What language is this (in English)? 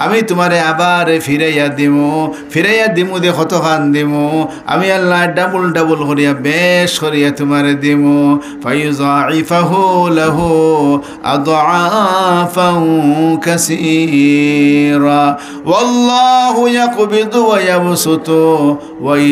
Sylheti